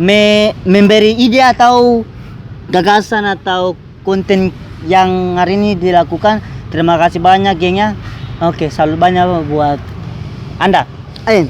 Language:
Ambonese Malay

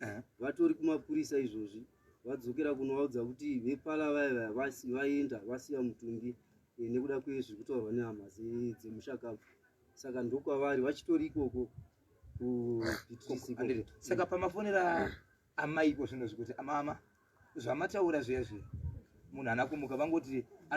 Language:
Shona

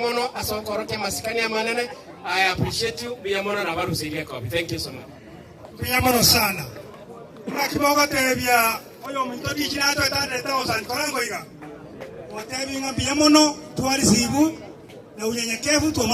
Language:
Gusii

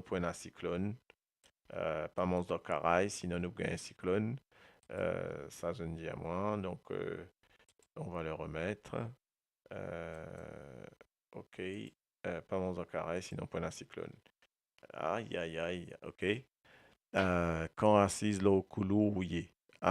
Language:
Morisyen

